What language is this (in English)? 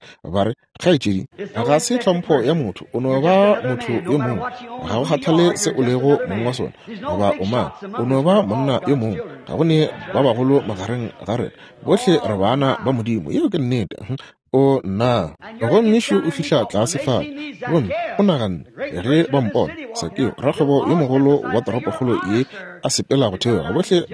Northern Sotho